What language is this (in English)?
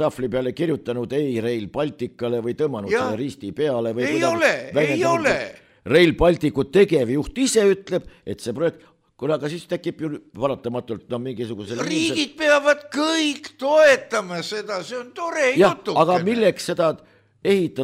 Estonian